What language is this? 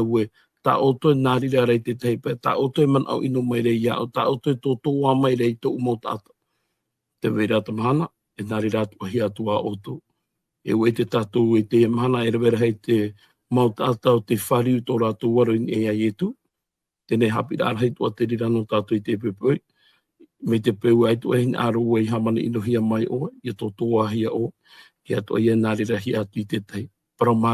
Tahitian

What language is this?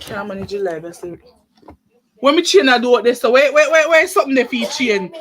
Jamaican Creole English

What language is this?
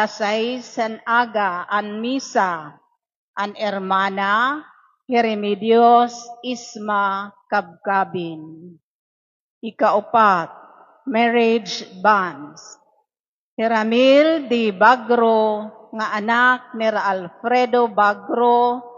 Waray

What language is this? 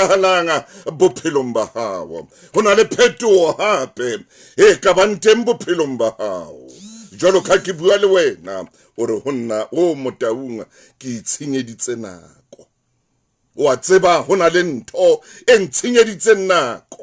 Southern Sotho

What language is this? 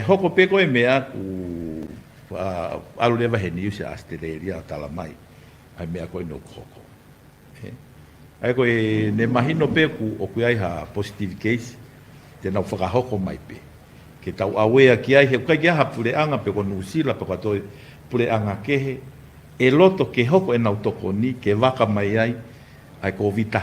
Tongan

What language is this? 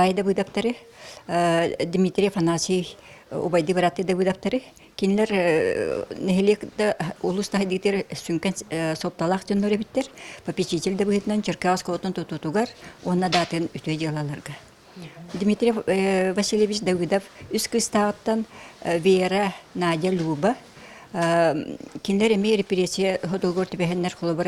Yakut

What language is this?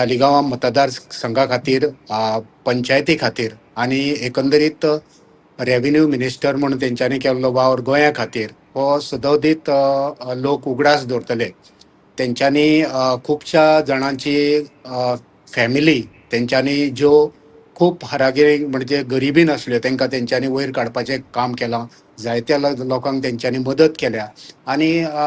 Konkani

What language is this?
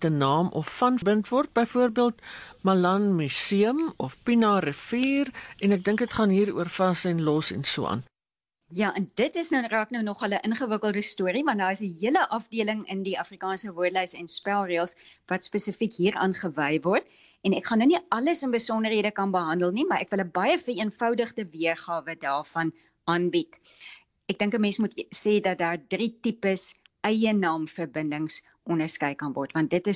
Afrikaans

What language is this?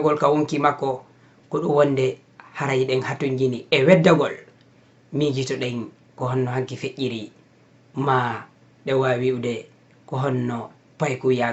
Fula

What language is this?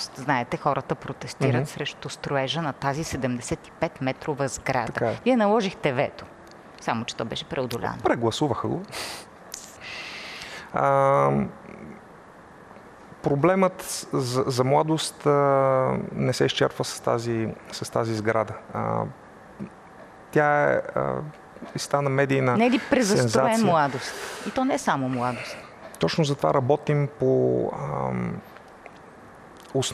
Bulgarian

